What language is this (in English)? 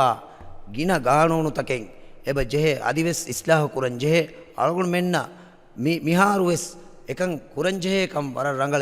Divehi